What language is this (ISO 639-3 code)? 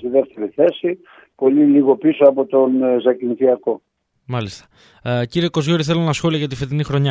ell